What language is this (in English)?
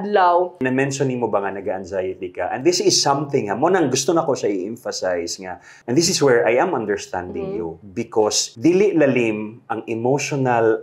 Cebuano